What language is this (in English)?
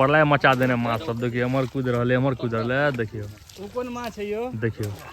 Maithili